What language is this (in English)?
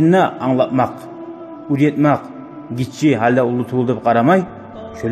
Kumyk